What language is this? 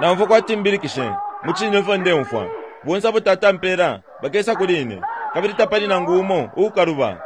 Bemba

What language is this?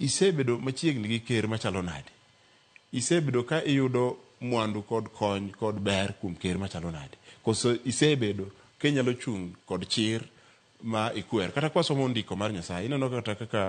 Luo (Kenya and Tanzania)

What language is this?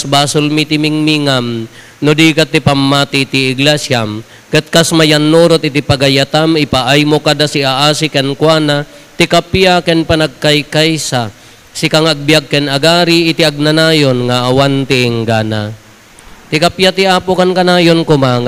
Iloko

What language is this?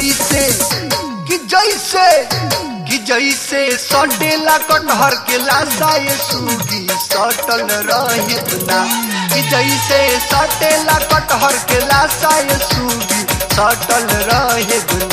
Bhojpuri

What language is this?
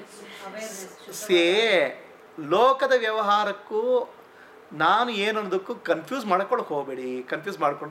Kannada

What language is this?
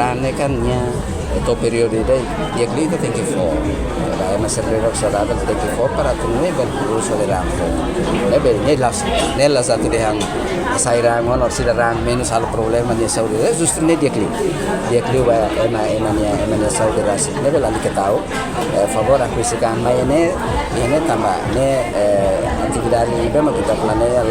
Tetum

